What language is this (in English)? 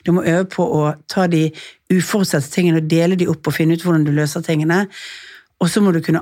Norwegian